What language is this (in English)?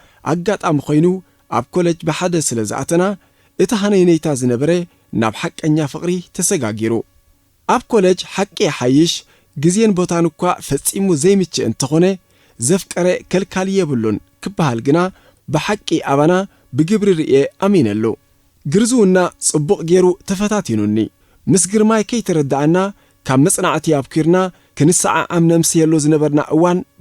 Tigrinya